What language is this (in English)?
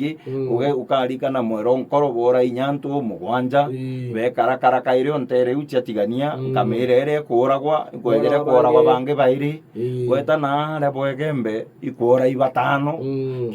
Meru